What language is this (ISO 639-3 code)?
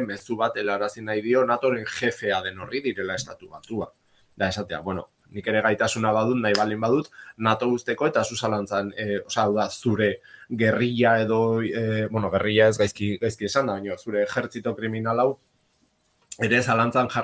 eus